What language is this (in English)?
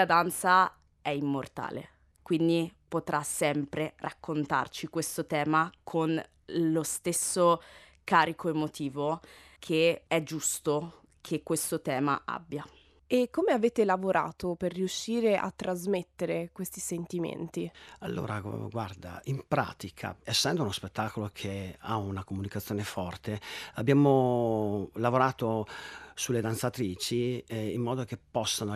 Italian